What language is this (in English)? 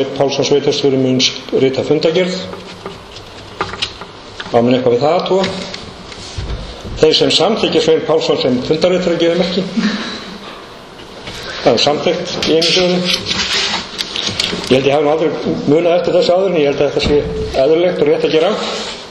Icelandic